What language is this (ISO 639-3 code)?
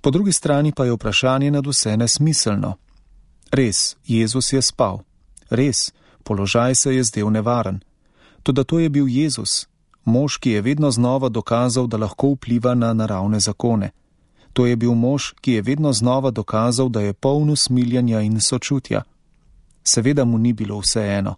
slv